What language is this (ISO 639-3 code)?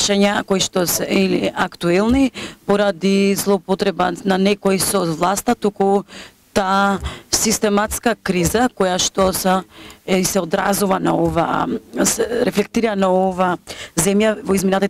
mkd